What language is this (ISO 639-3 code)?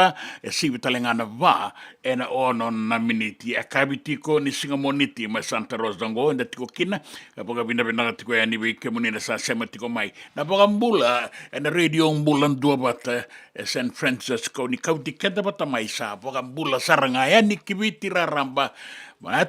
fij